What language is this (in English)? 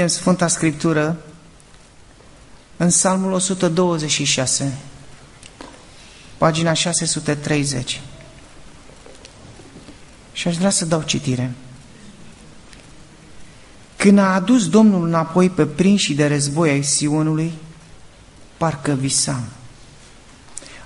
Romanian